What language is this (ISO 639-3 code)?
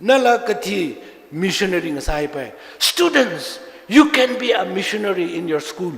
nmf